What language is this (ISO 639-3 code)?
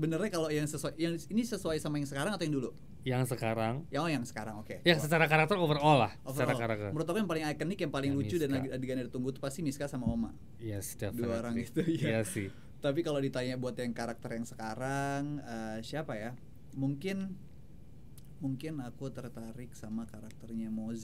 ind